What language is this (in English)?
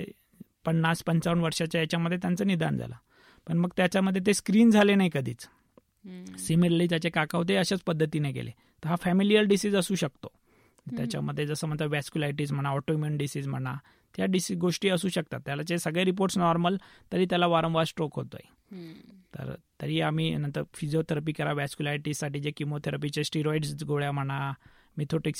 Marathi